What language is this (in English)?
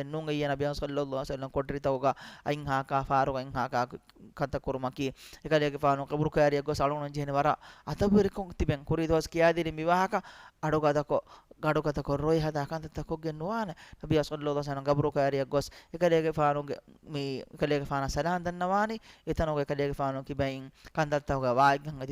Divehi